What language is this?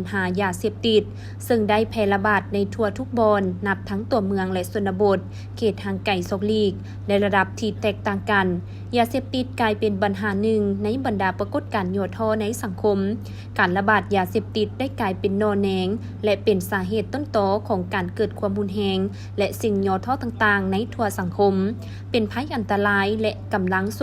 Lao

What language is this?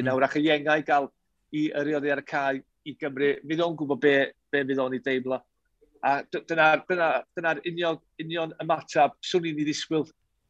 Welsh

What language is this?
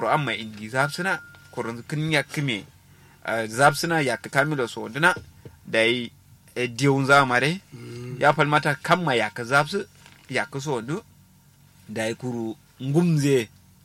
Kanuri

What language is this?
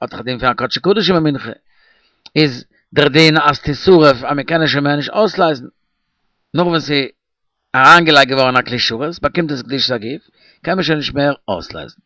Yiddish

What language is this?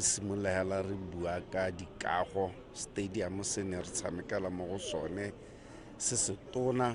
Tswana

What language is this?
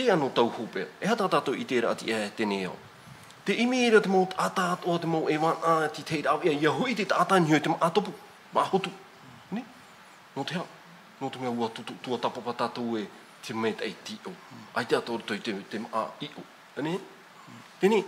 Tahitian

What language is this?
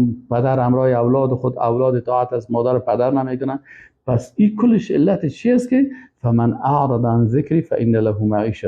Persian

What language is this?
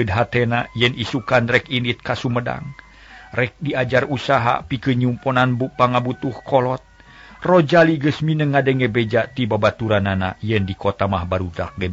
Sundanese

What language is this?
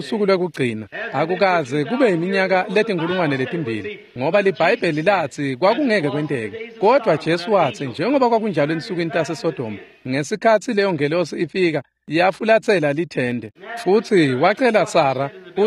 Swati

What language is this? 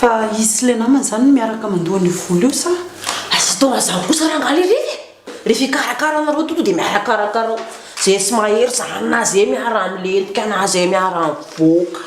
Malagasy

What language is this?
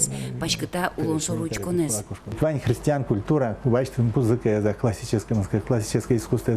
Udmurt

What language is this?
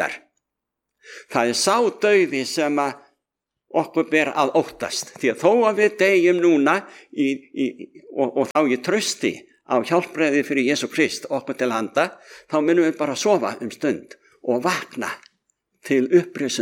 Icelandic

